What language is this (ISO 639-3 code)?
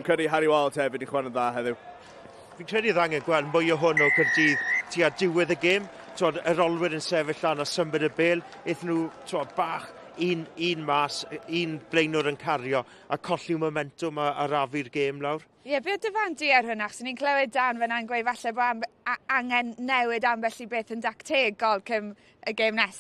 cym